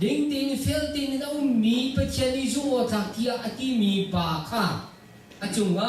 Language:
Hakha Chin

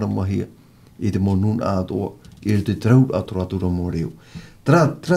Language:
Tahitian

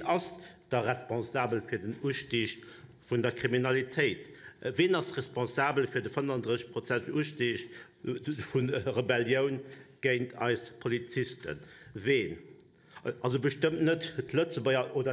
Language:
Luxembourgish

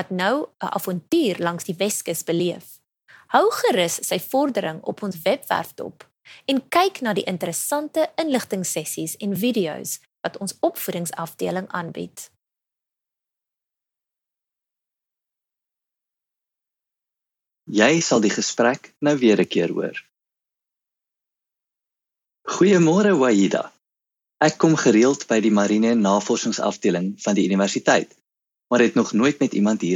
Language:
Afrikaans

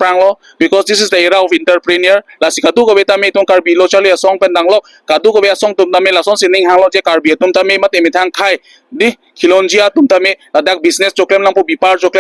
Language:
Karbi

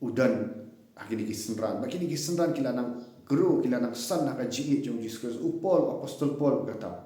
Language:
Khasi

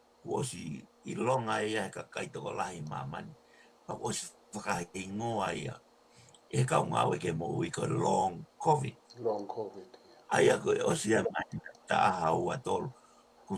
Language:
Tongan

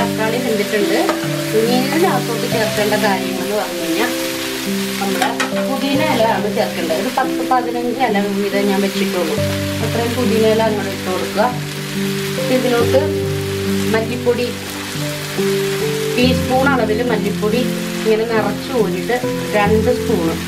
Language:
Malayalam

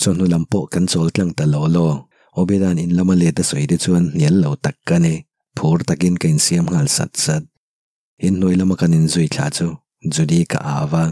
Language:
Mizo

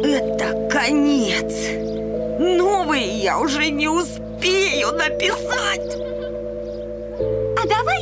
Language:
Russian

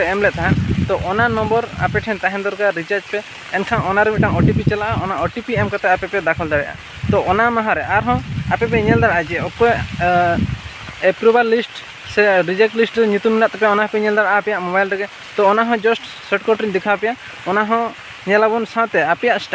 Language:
Santali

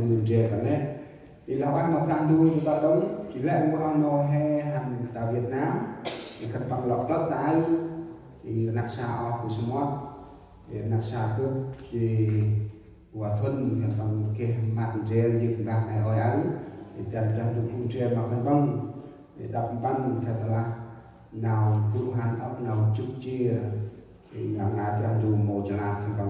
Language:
Central Mnong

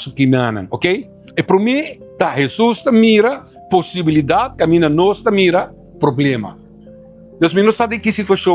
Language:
Papiamento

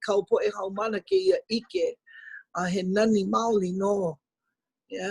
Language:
Hawaiian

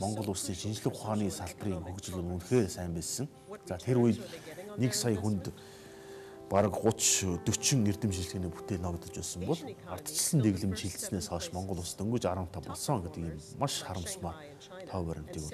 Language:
Mongolian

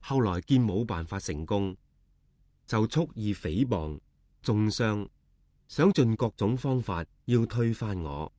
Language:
Cantonese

